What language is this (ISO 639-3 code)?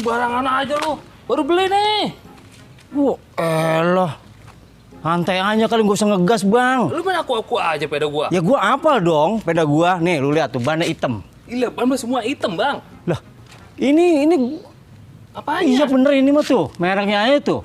bew